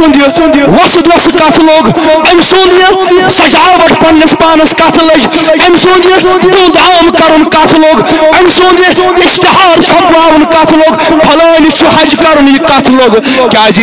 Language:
Kashmiri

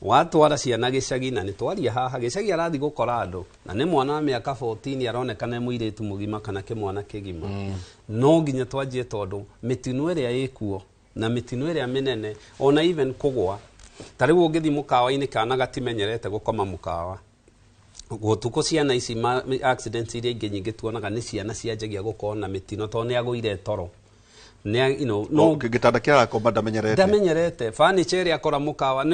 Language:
Kikuyu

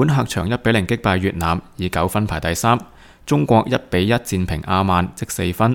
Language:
Cantonese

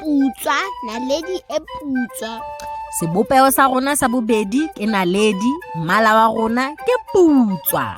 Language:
Southern Sotho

